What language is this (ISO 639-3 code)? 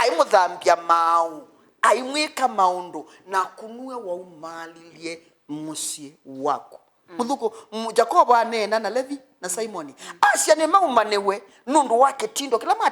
kam